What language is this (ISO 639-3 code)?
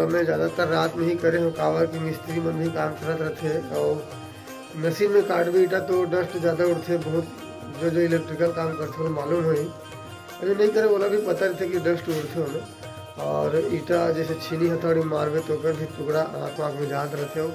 hne